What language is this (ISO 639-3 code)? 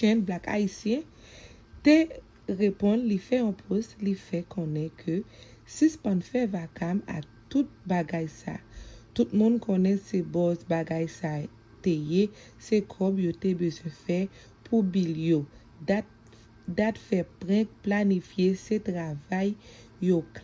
hat